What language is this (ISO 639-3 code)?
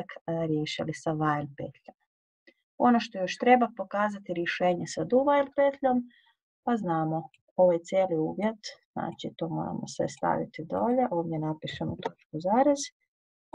hrv